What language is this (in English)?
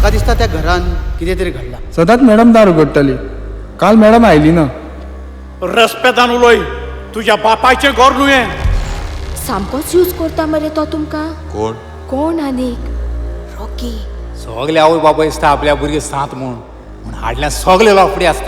Konkani